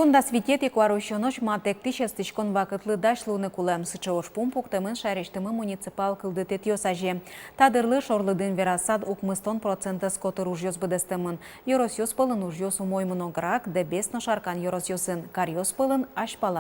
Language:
Udmurt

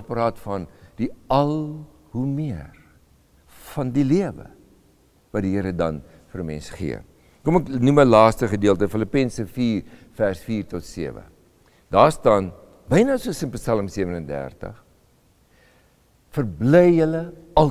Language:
Afrikaans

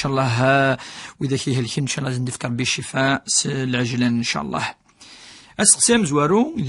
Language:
Kabyle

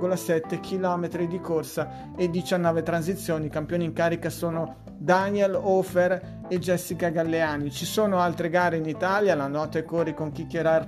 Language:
Italian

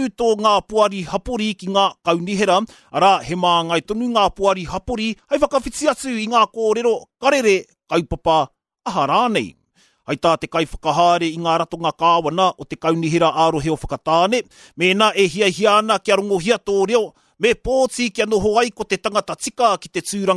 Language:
Māori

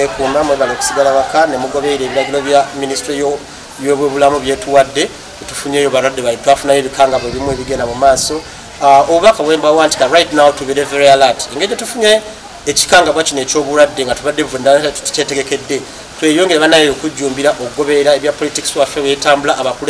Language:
Ganda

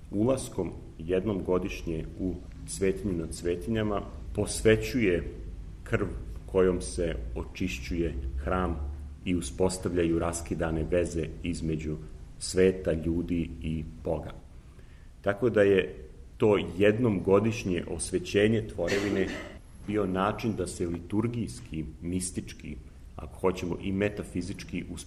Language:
Serbian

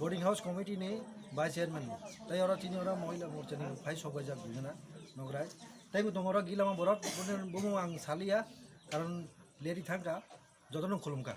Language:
Kok Borok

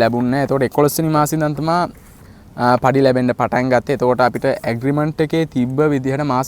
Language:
Sinhala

